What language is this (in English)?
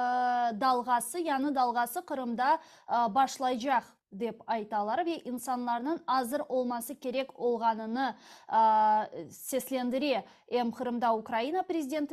Crimean Tatar